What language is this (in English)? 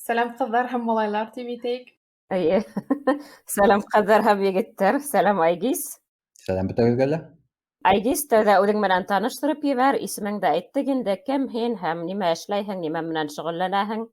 Bashkir